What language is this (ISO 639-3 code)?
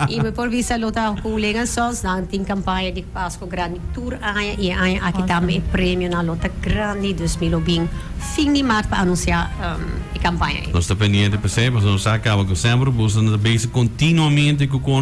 pap